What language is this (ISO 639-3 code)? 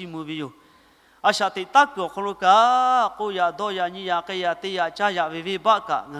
lhu